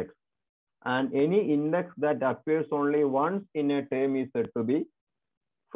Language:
Malayalam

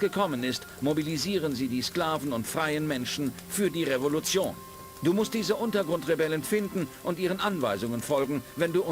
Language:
Bavarian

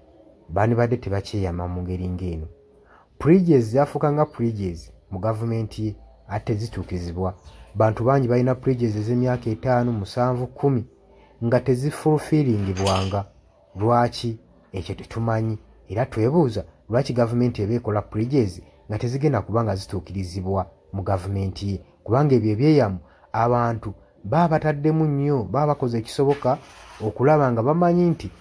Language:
Ganda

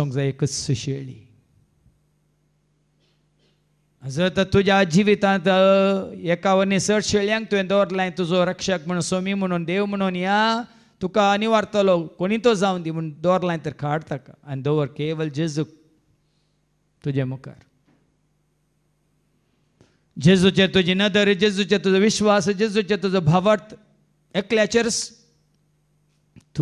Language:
Konkani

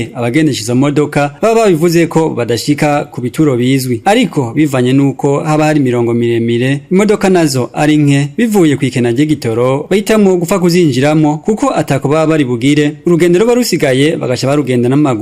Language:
Rundi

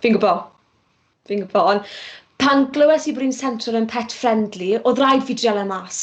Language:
Welsh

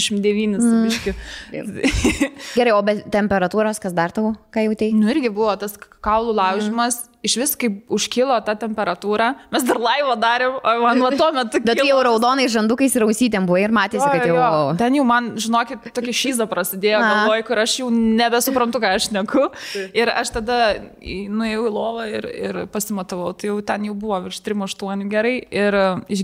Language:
Lithuanian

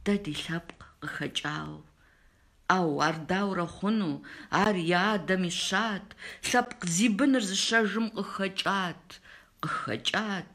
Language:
Kabardian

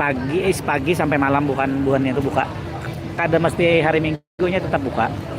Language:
Banjar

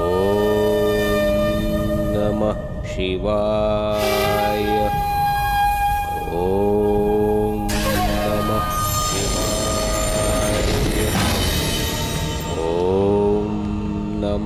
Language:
Marathi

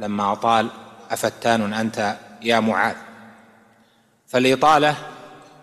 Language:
Arabic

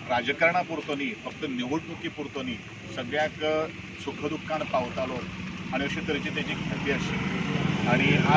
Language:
Konkani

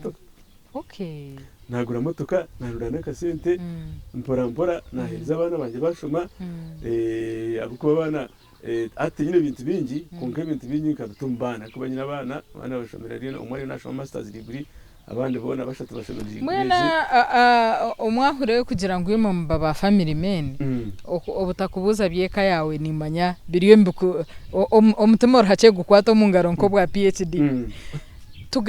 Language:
Nyankole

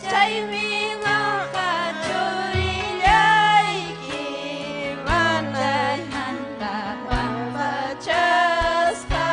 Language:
Ayacucho Quechua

